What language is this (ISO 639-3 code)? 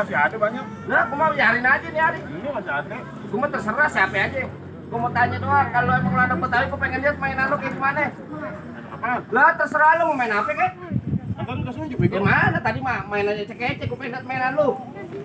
bew